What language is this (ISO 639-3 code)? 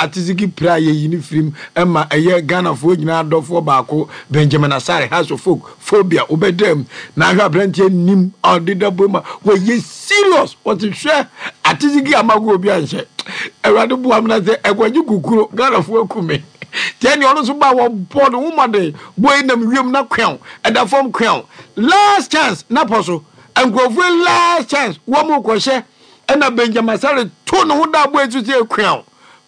aka